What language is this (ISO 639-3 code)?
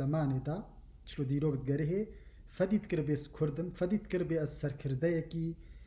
kur